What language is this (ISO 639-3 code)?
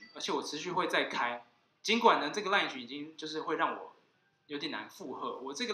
zho